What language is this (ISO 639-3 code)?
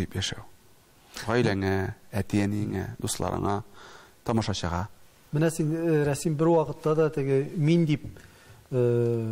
tat